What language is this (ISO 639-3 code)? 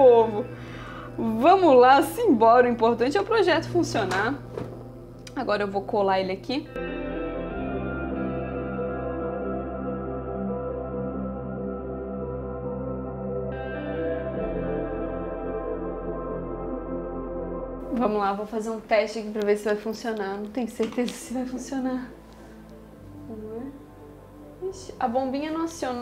por